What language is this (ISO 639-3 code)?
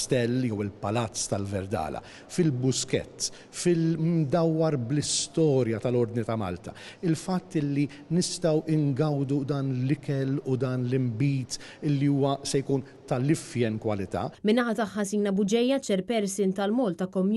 mlt